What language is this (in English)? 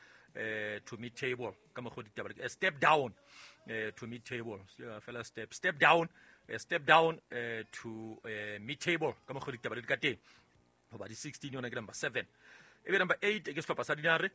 Southern Sotho